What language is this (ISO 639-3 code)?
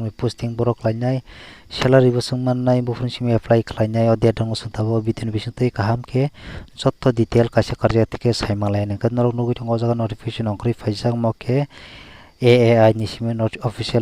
trp